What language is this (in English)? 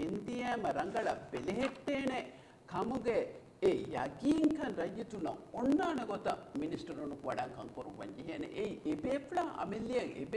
Divehi